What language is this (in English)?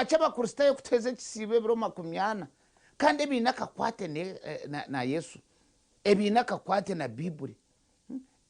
Nyankole